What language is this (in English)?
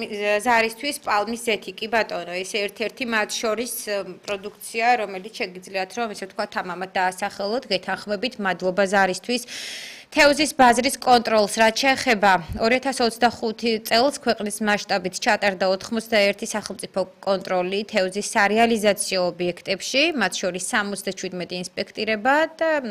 Georgian